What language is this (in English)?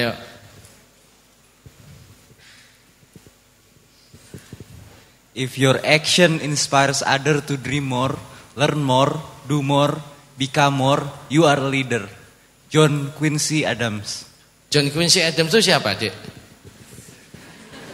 Indonesian